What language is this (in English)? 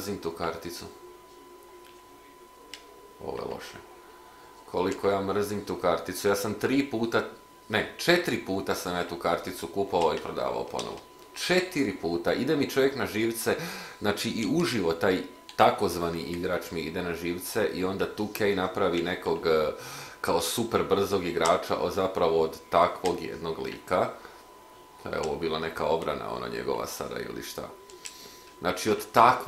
Croatian